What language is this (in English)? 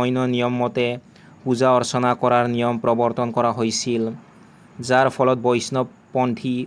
Assamese